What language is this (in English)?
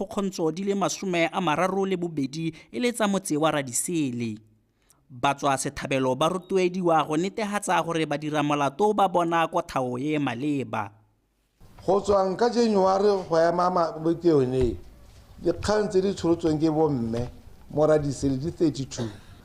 Tswana